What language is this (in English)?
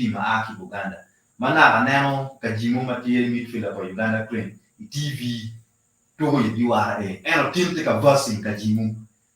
Acoli